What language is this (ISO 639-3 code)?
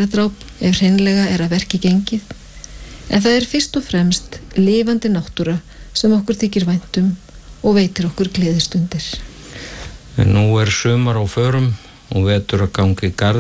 isl